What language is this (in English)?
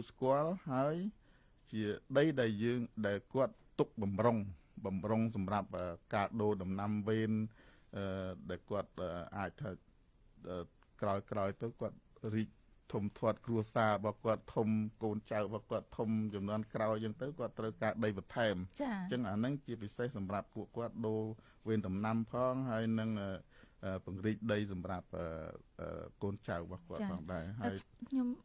Khmer